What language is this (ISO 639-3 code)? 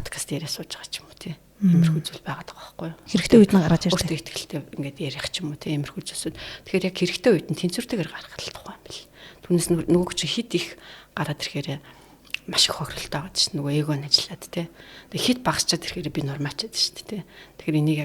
mon